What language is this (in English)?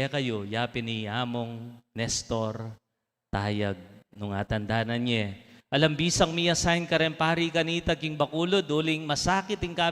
Pampanga